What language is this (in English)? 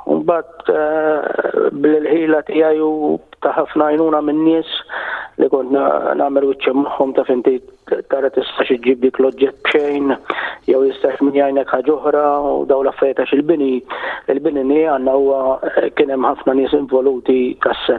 Maltese